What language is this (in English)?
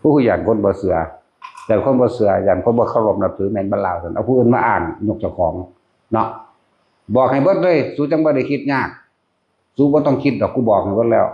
Northeastern Thai